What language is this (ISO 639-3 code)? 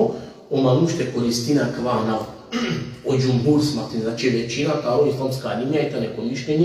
rmn